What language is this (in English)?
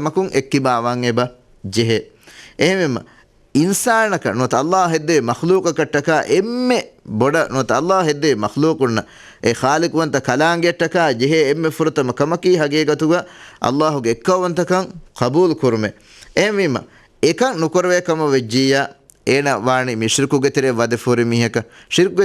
Divehi